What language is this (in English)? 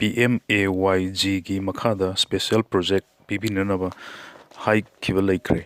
Manipuri